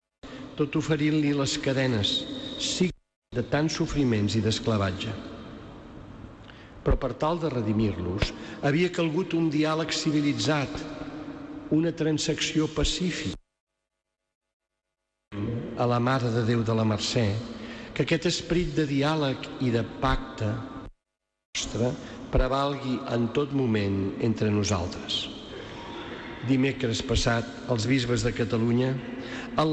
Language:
Catalan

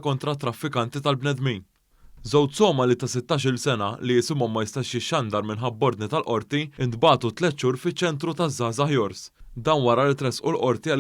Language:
Maltese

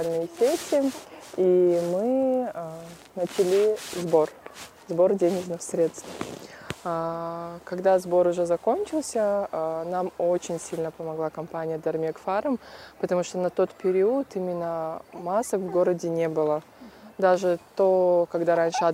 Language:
Russian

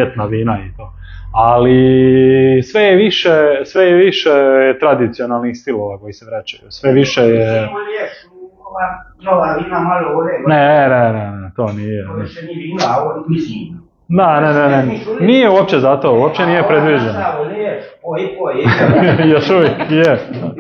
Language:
Croatian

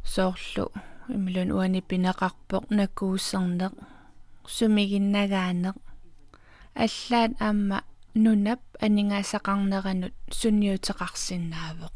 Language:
Kalaallisut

